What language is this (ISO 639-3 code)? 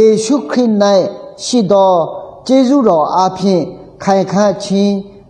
ahk